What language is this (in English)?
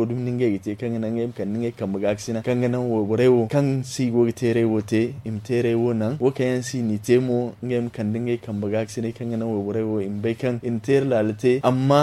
Zarma